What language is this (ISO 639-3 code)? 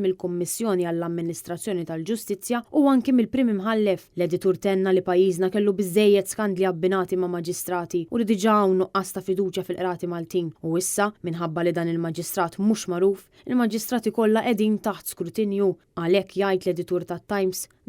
mlt